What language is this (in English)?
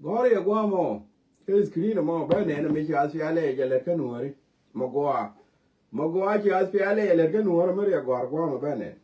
Nuer